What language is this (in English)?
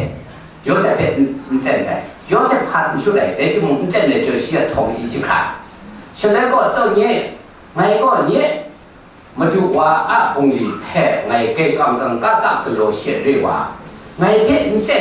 Kachin